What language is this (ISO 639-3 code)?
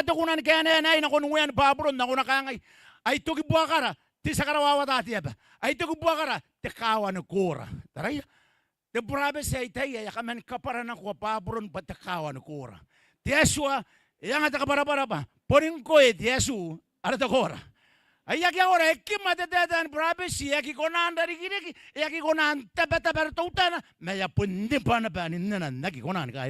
gil